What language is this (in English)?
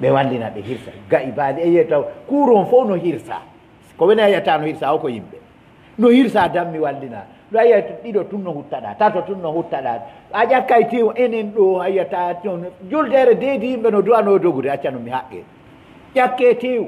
Pular